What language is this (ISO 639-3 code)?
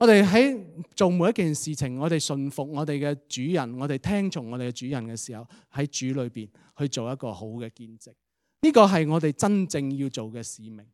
yue